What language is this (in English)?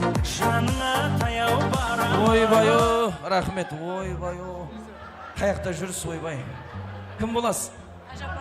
Kara-Kalpak